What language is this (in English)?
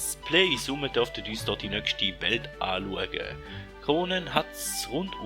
Swiss German